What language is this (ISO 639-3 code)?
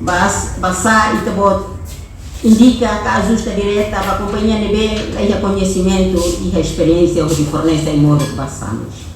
tet